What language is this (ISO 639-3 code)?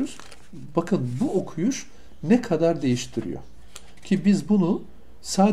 tur